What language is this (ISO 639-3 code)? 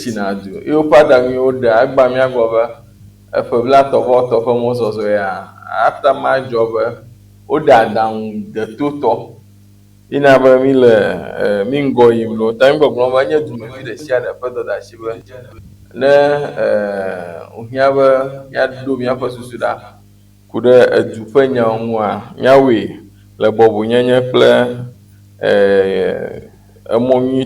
ewe